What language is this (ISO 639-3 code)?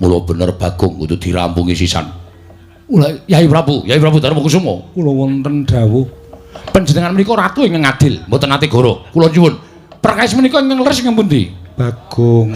jav